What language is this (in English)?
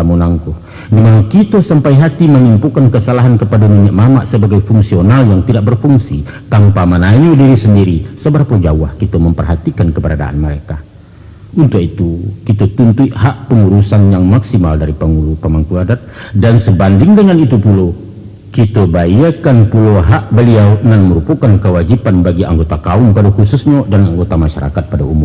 Minangkabau